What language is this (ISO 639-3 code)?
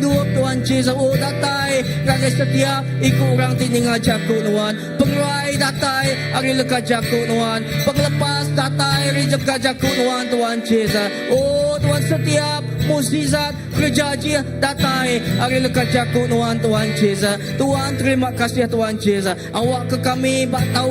iba